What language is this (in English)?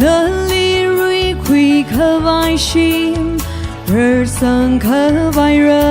Tangkhul Naga (India)